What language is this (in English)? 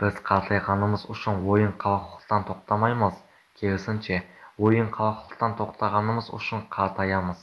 Kara-Kalpak